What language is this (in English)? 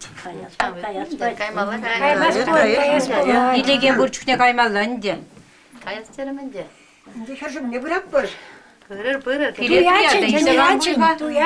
Chuvash